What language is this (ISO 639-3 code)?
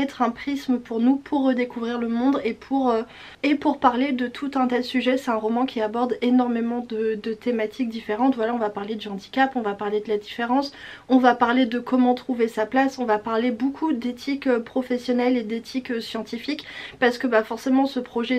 fra